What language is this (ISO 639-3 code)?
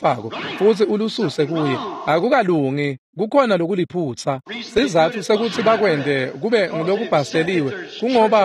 ssw